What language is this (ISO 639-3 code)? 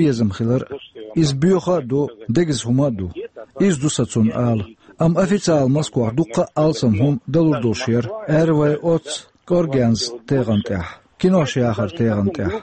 che